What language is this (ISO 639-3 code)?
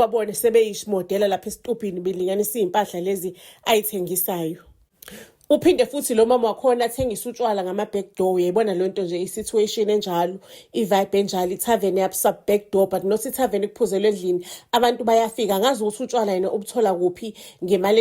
zul